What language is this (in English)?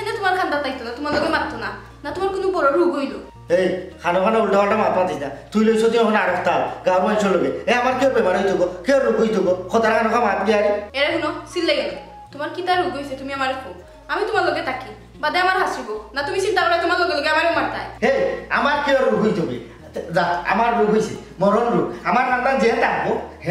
Sylheti